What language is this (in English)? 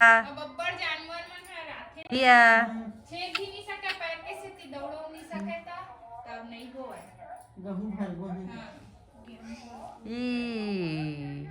Chhattisgarhi